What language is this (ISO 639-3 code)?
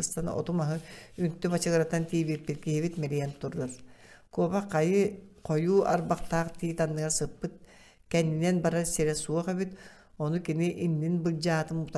sah